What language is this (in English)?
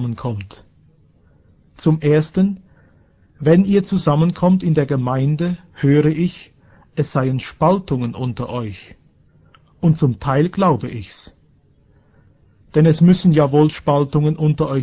German